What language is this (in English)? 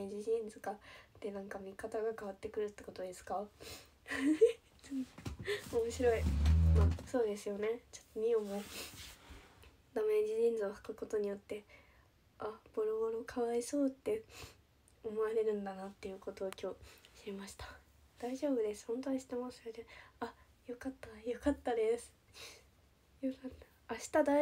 Japanese